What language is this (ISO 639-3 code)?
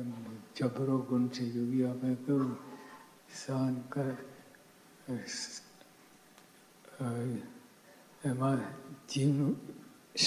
guj